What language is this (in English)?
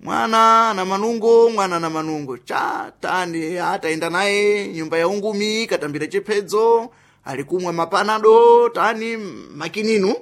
Sena